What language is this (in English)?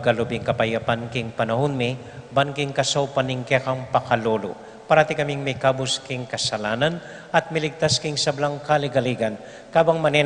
Pampanga